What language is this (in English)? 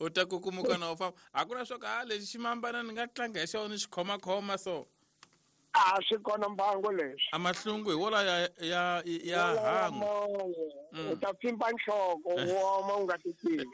Tsonga